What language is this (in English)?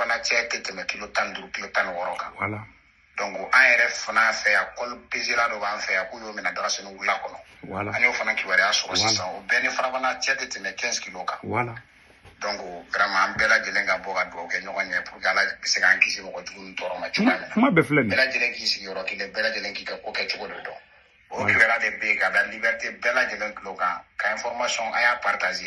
Bambara